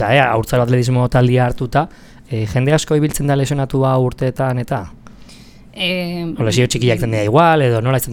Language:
Basque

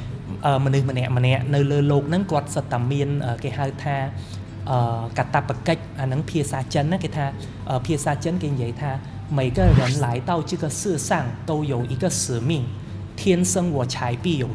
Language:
Khmer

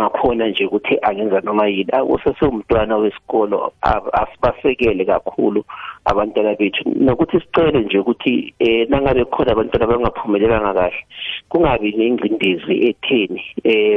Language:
South Ndebele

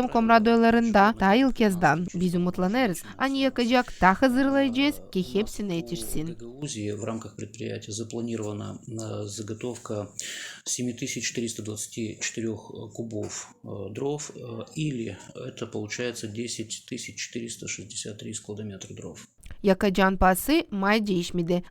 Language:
Gagauz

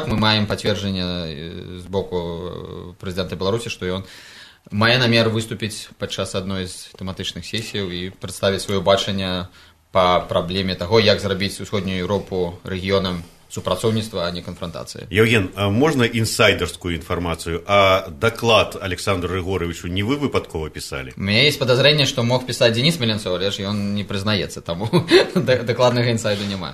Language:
Belarusian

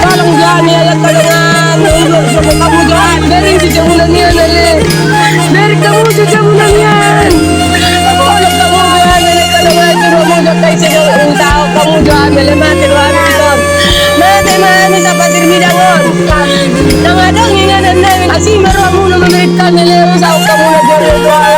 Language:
Batak Toba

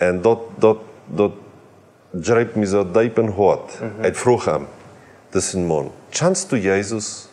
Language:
Plautdietsch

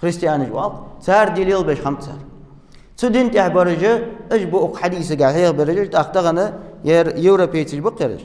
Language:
Ingush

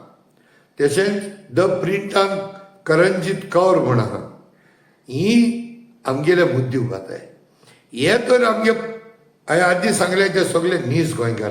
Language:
Konkani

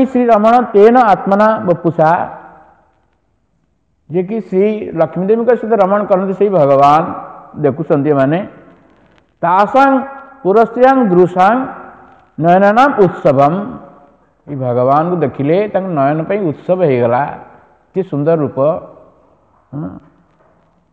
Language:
Odia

